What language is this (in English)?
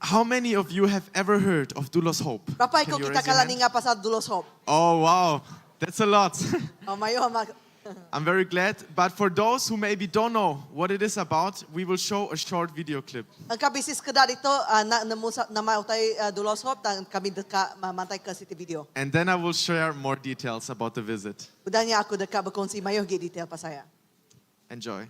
Iban